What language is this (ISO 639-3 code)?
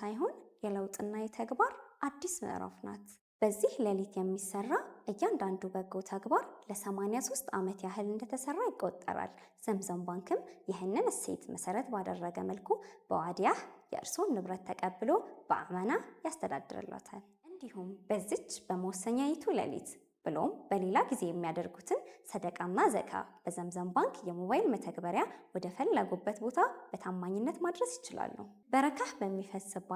amh